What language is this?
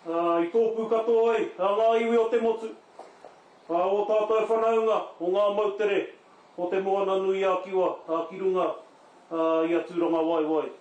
Māori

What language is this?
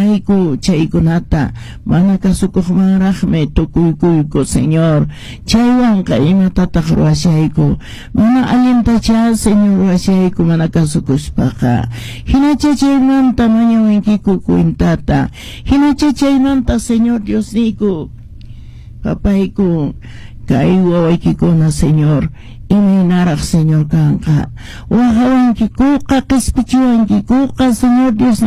Quechua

